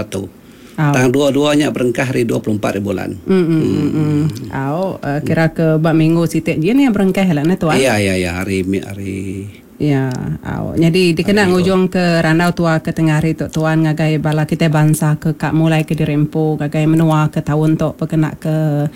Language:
Iban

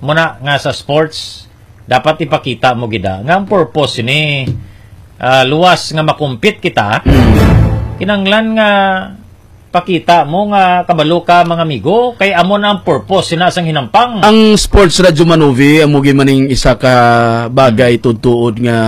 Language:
Hiligaynon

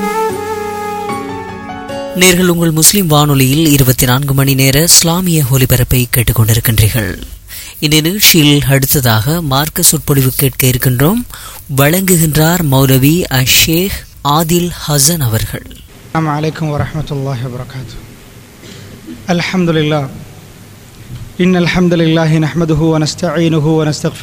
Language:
Tamil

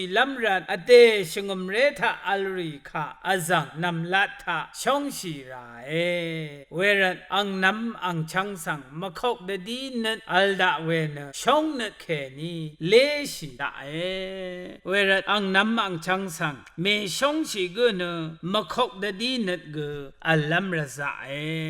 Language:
Rawang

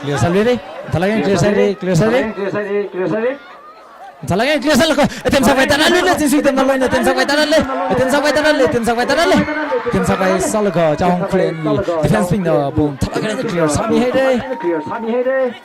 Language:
Tangkhul Naga (India)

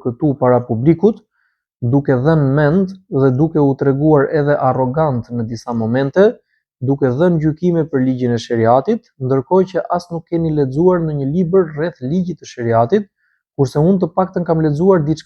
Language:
Albanian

